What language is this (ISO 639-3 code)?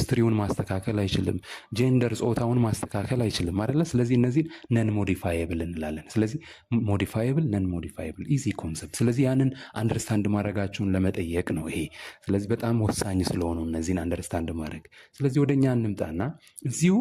amh